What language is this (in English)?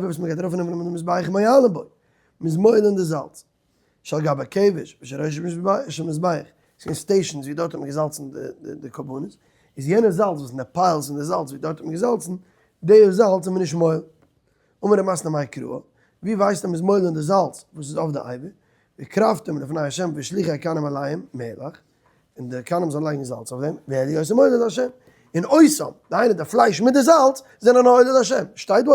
Yiddish